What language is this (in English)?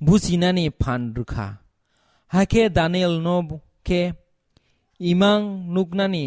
Kok Borok